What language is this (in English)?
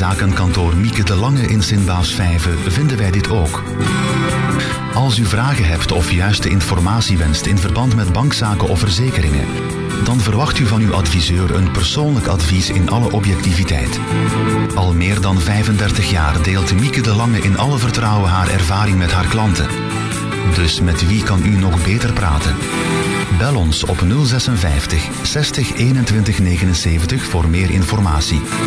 Dutch